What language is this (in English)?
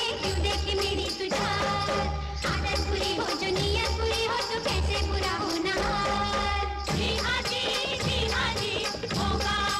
Hindi